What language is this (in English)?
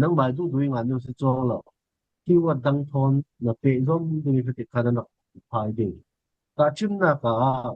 Falam Chin